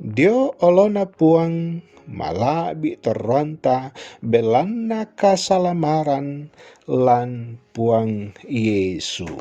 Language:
Toraja-Sa'dan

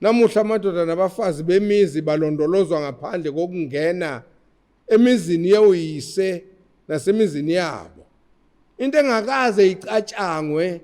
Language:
Zulu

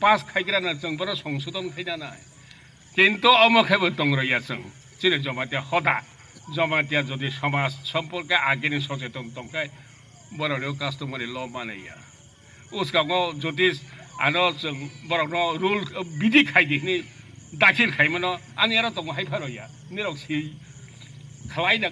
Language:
Kok Borok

